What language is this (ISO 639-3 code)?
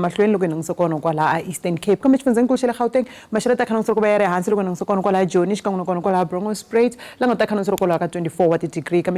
tso